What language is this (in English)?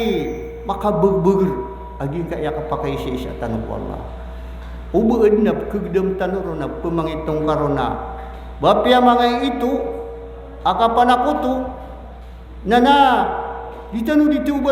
Maranao